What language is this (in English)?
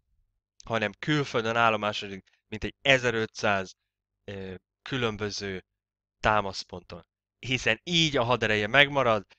Hungarian